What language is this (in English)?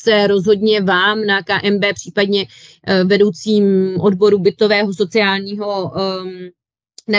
Czech